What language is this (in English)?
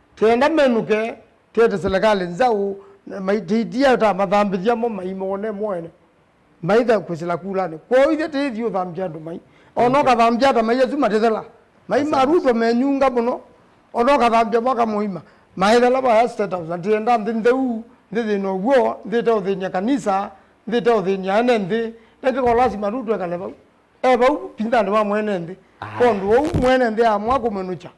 Kamba